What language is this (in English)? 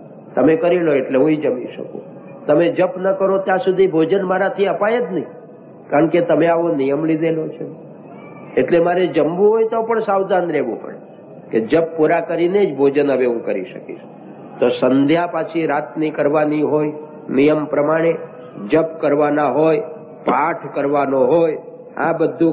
Gujarati